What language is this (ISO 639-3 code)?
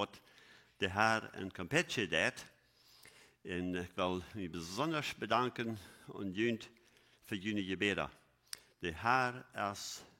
pdt